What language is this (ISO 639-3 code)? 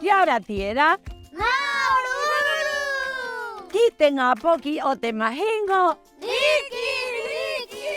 rap